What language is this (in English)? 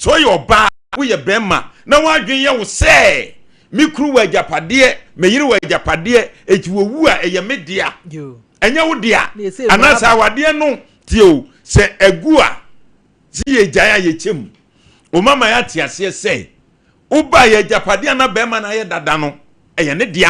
Akan